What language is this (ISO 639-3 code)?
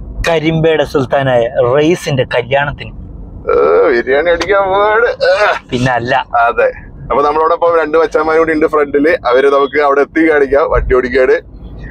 mal